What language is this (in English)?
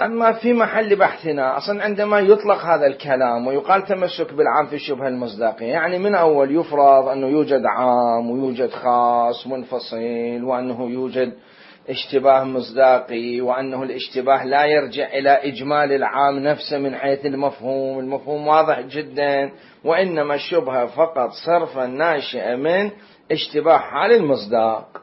Mesopotamian Arabic